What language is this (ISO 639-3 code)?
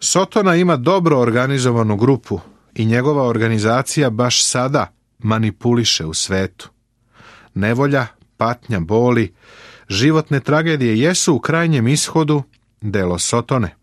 srp